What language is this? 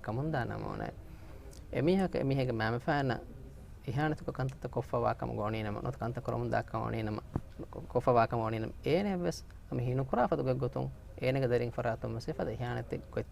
Divehi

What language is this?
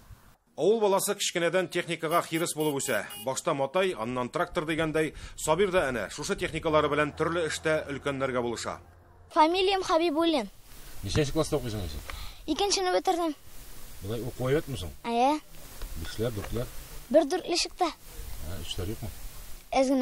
Tatar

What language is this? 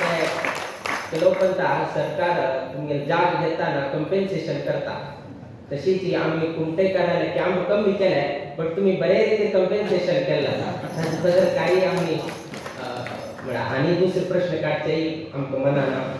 Konkani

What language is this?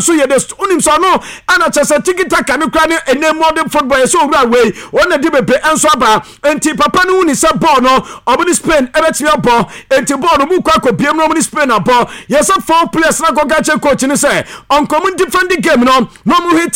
Akan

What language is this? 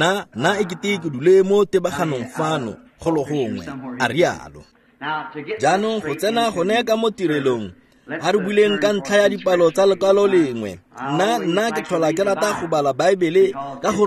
Tswana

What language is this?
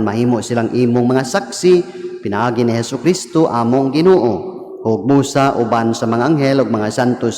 Cebuano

